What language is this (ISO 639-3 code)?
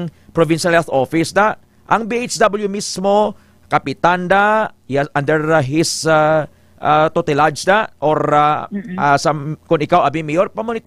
hil